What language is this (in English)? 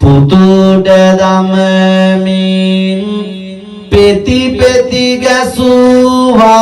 Sinhala